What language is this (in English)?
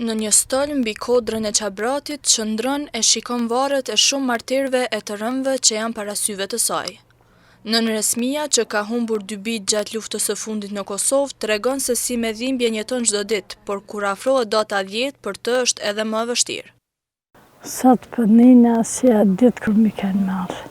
Albanian